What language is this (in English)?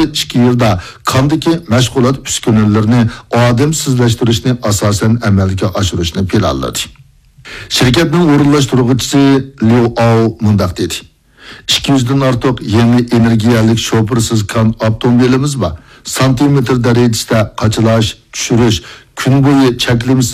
Uyghur